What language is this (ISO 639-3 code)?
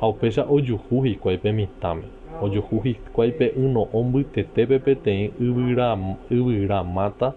grn